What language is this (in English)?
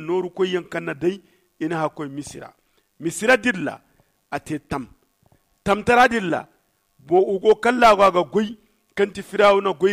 Zarma